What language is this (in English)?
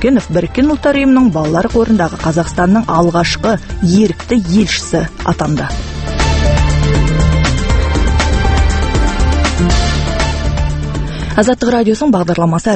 Kazakh